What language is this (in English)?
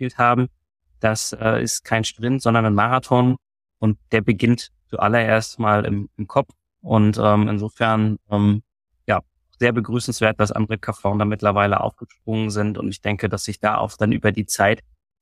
German